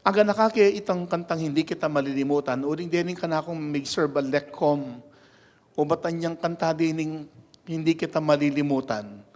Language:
Pampanga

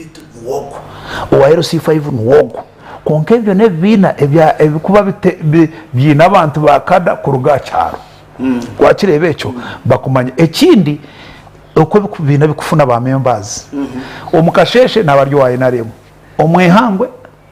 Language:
Nyankole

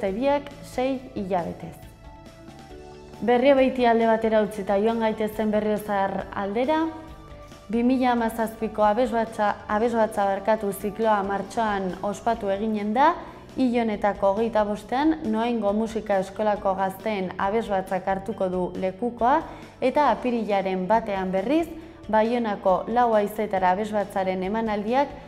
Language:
Basque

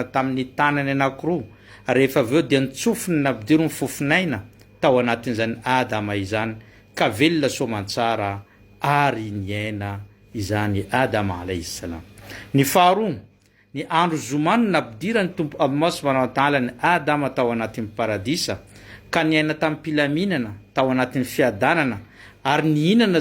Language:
Malagasy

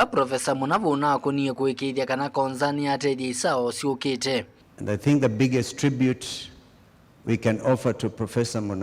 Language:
Kamba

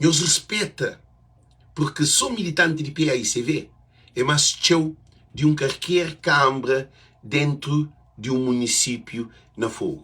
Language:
Kabuverdianu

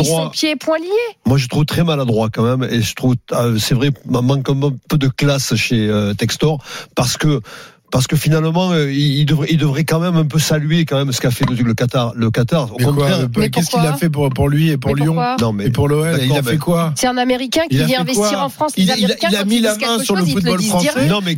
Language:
French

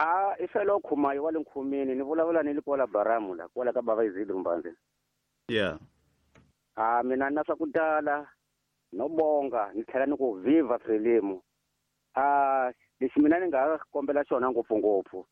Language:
Tsonga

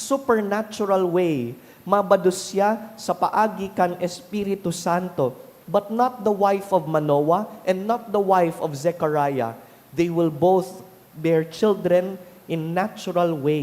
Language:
Bikol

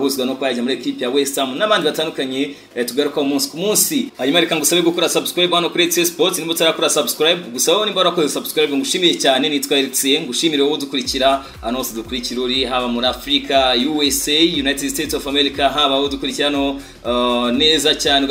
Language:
Kinyarwanda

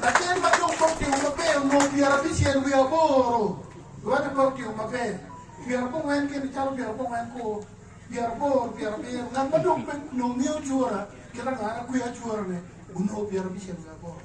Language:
Acoli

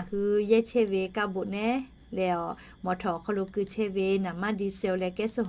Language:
Lahu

